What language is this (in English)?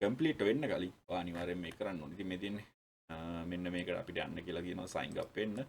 Sinhala